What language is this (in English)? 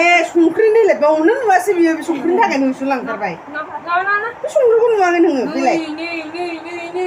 Bodo